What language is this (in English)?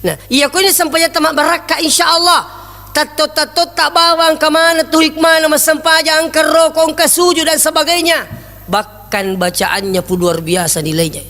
Buginese